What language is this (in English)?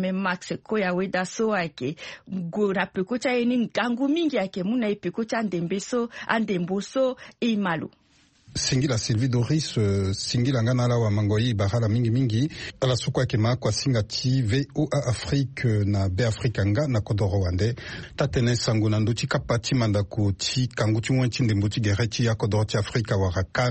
Sango